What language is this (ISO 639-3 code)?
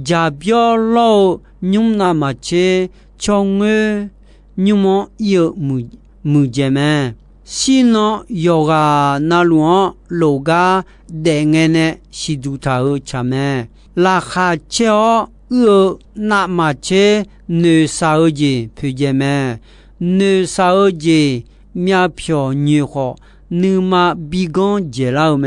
ahk